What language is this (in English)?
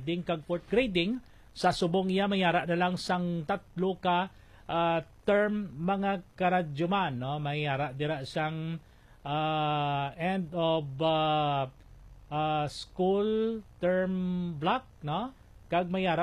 Hiligaynon